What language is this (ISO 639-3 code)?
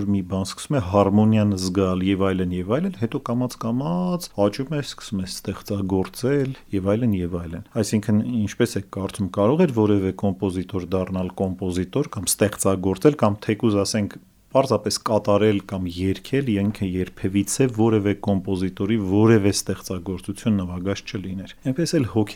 hye